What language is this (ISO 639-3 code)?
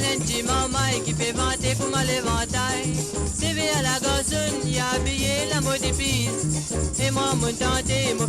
mfe